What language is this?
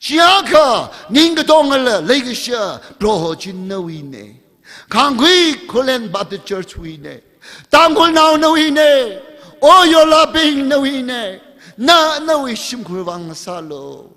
Tangkhul Naga (India)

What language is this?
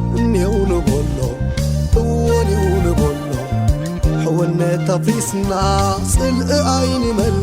Tigrinya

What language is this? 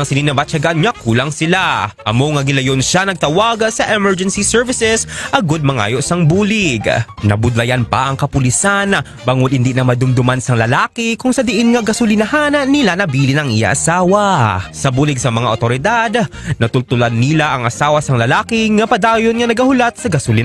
Hiligaynon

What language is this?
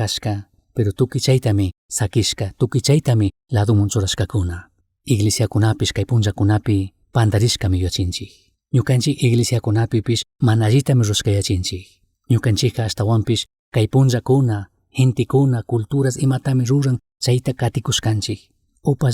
Chimborazo Highland Quichua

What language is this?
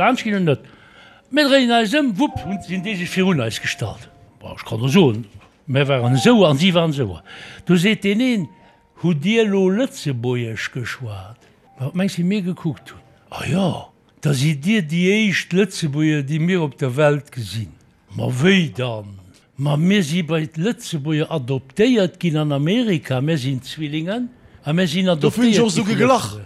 Luxembourgish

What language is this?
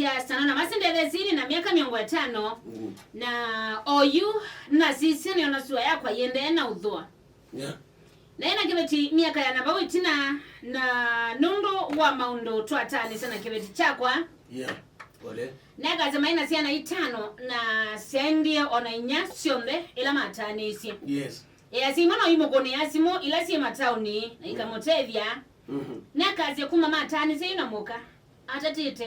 Kamba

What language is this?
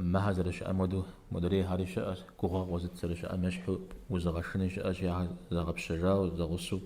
Kabardian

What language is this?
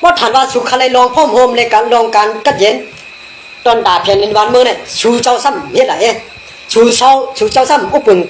Shan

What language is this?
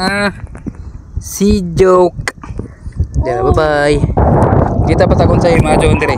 Cebuano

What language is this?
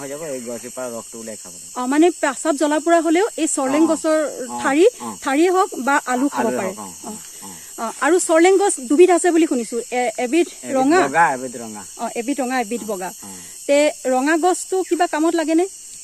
Assamese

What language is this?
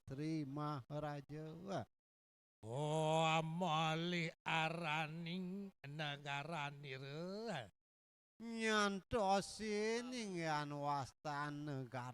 Balinese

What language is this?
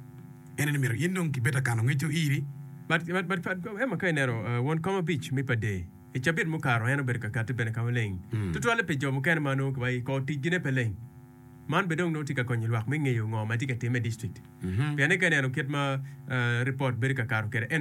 Acoli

